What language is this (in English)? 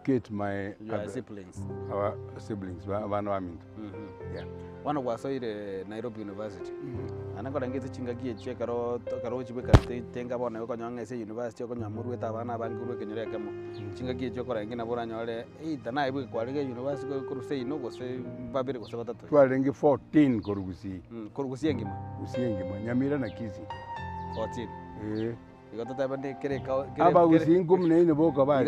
Gusii